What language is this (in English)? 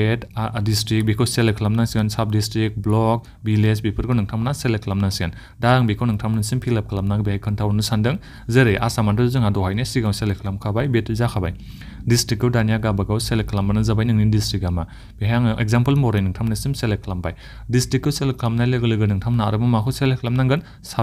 Bodo